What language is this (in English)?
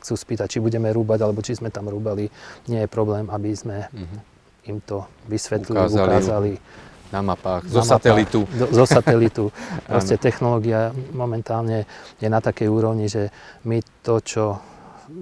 Slovak